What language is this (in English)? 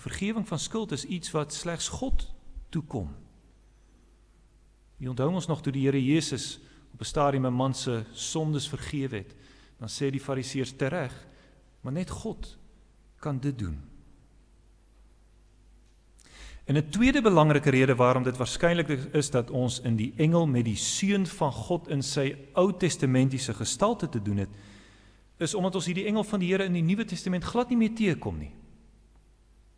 Afrikaans